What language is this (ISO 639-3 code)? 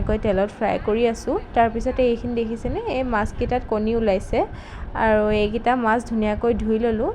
asm